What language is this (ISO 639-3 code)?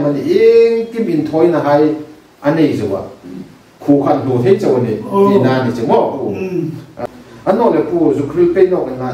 hmr